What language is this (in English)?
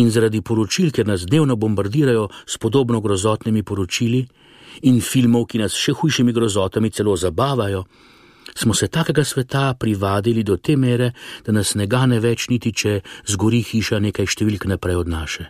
Slovenian